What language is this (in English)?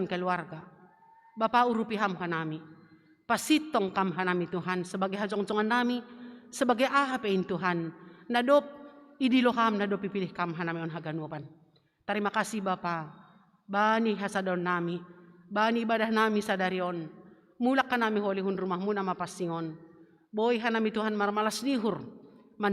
Batak Simalungun